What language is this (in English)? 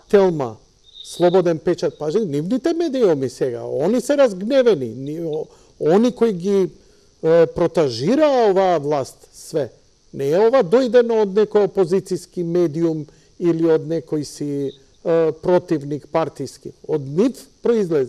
Macedonian